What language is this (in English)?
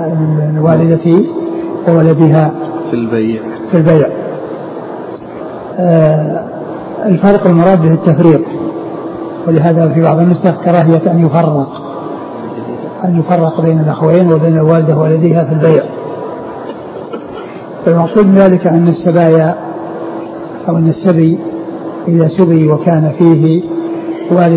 Arabic